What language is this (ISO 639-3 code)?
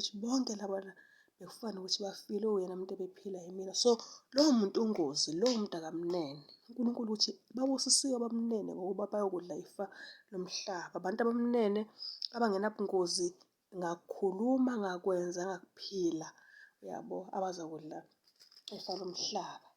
zul